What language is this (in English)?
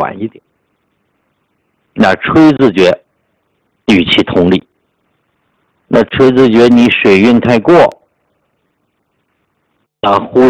Chinese